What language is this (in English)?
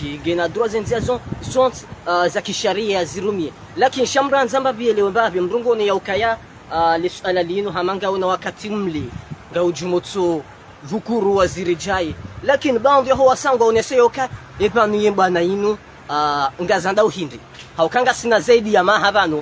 Ngazidja Comorian